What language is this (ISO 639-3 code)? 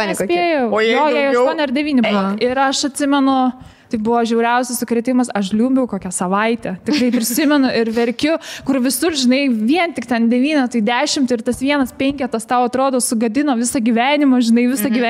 lit